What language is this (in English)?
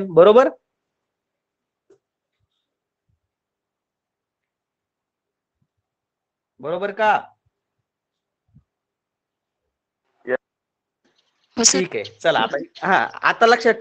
Marathi